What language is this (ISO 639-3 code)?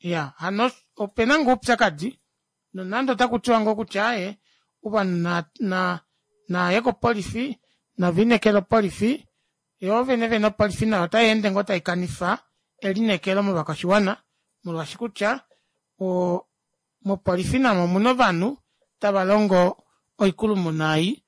kua